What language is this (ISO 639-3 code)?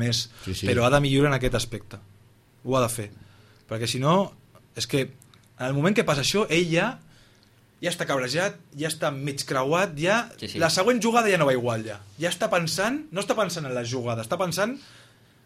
cat